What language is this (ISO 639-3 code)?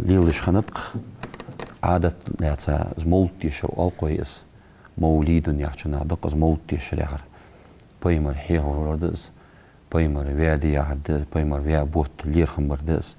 inh